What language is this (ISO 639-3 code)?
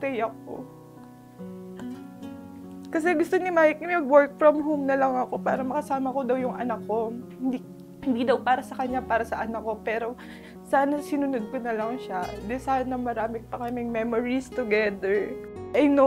fil